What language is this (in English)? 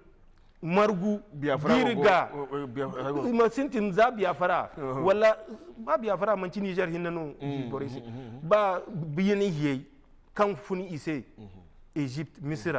Zarma